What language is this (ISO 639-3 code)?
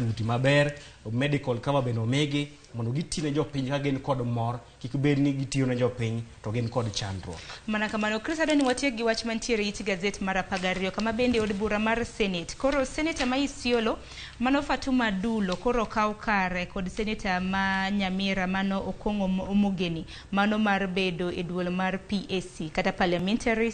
luo